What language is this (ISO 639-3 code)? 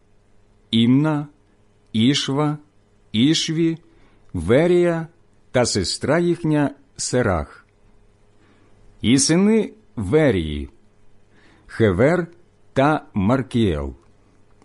ukr